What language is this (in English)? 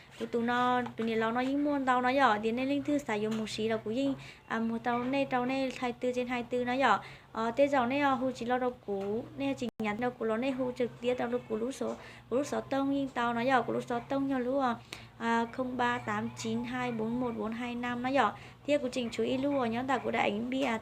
Hmong